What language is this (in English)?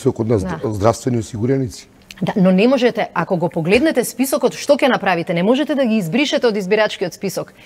Macedonian